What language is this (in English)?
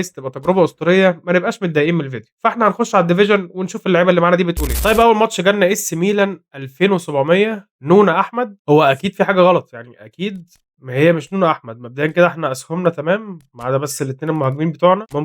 Egyptian Arabic